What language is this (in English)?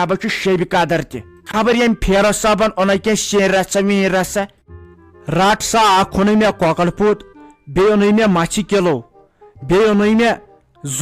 Kashmiri